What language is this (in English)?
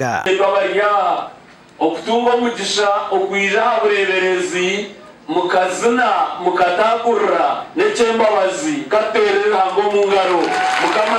Nyankole